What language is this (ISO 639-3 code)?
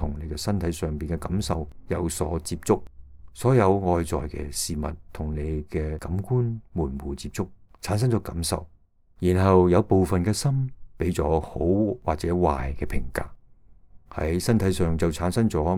yue